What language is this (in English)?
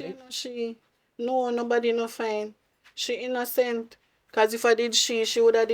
Jamaican Creole English